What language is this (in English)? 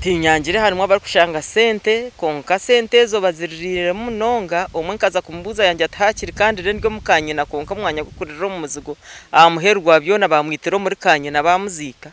Nyankole